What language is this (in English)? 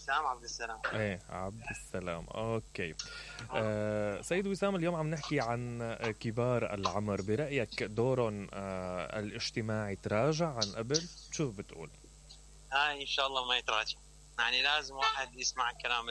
Mesopotamian Arabic